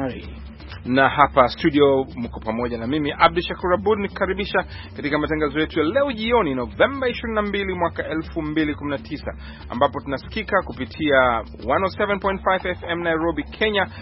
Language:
Swahili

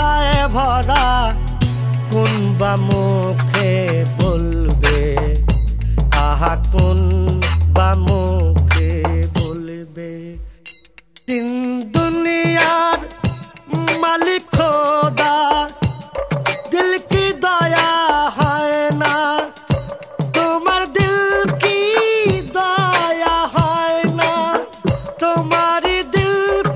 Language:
Bangla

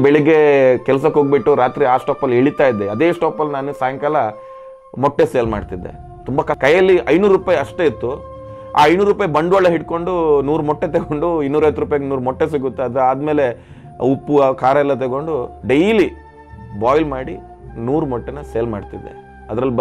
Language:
Kannada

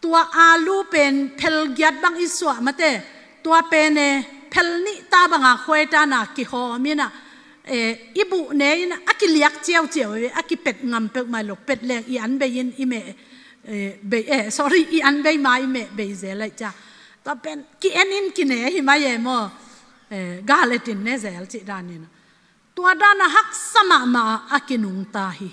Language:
Tedim Chin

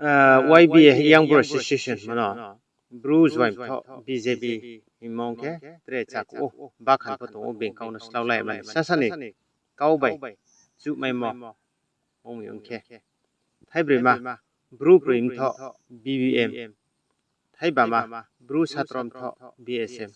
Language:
Riang (India)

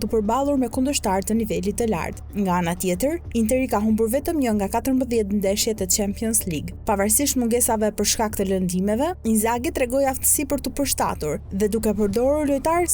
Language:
Albanian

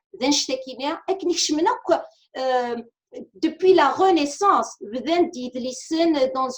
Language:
Kabyle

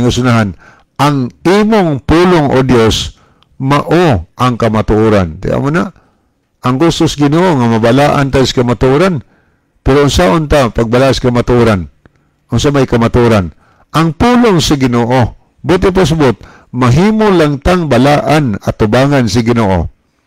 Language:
Cebuano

